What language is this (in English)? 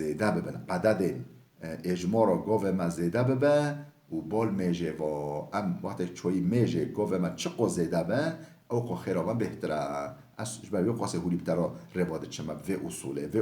Kurdish